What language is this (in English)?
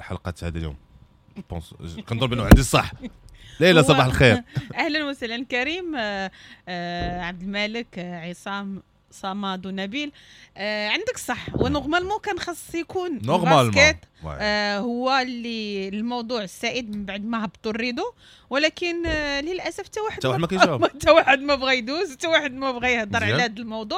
Moroccan Arabic